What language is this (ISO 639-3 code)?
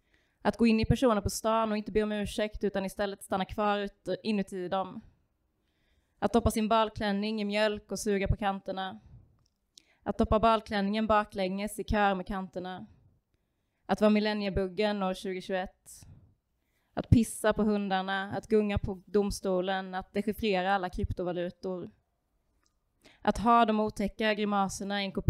swe